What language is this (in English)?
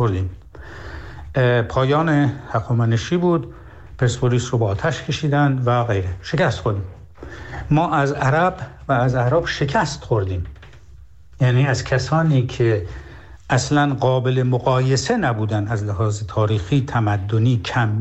Persian